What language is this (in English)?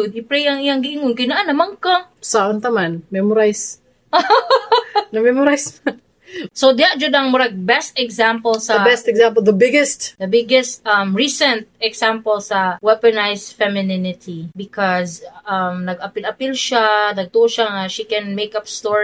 Cebuano